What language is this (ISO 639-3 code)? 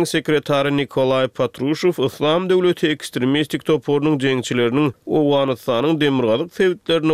tuk